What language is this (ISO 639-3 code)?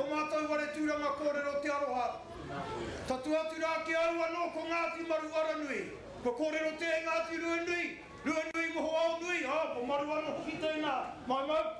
mri